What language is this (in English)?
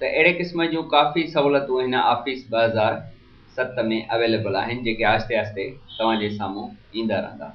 Sindhi